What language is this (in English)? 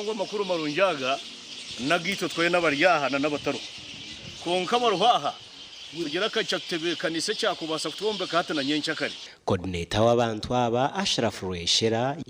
Nyankole